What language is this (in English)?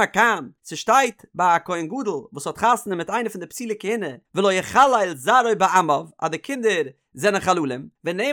Yiddish